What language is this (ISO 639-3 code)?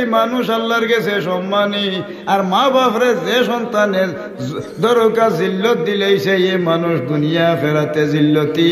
syl